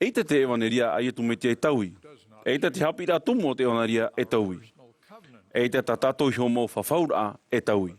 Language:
Tahitian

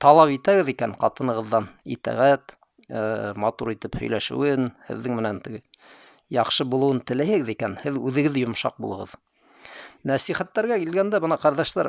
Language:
Bashkir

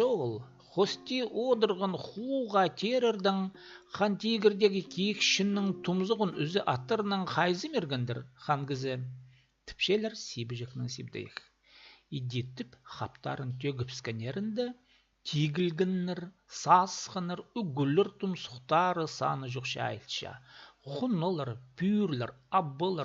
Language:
Khakas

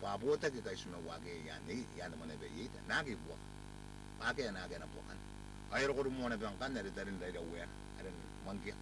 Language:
Gilbertese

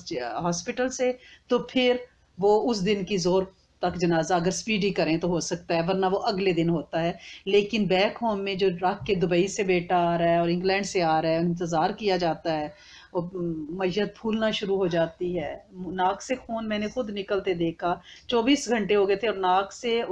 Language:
Urdu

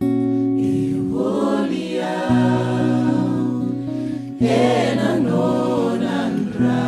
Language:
Fijian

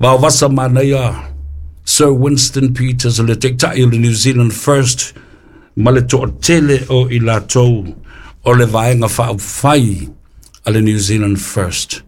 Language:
Samoan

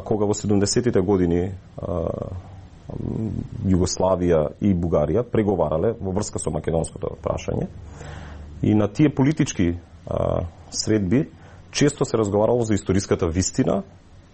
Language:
Macedonian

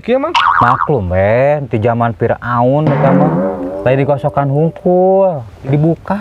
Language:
Sundanese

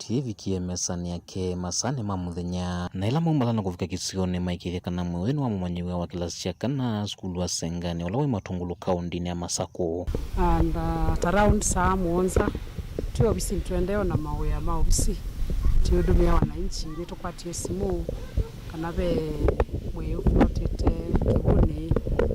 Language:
Kamba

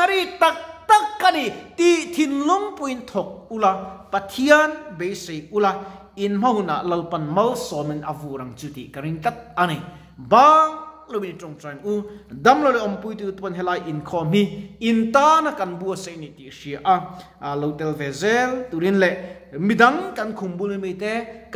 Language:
Mizo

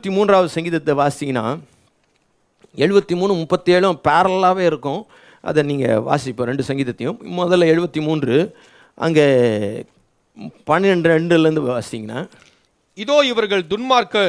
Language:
Tamil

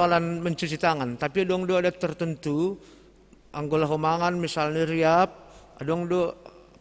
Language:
Batak Simalungun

